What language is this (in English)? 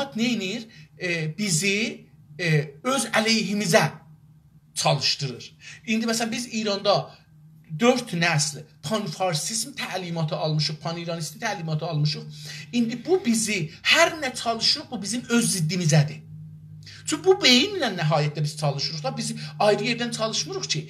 South Azerbaijani